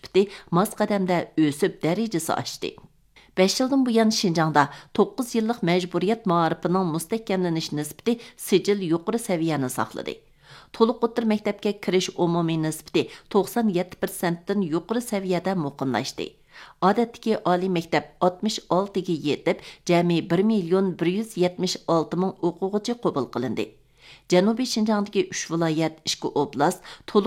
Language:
Uyghur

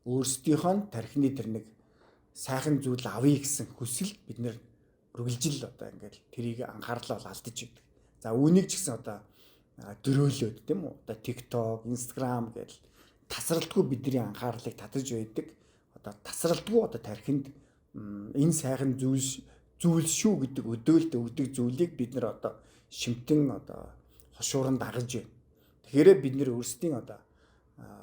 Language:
Mongolian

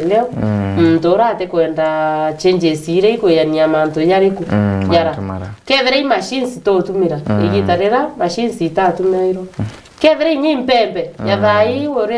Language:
Meru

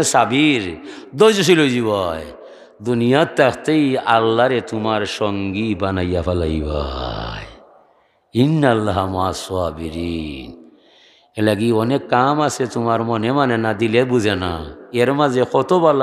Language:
Sylheti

